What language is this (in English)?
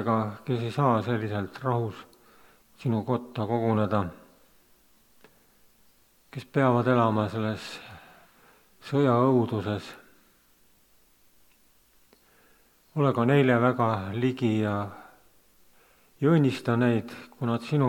Estonian